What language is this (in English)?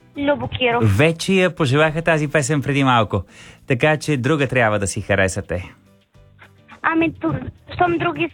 Bulgarian